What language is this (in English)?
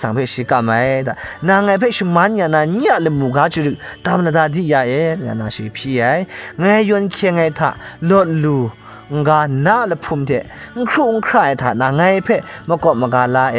Kachin